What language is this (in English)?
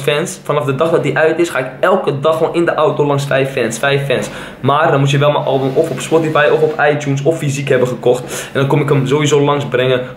Dutch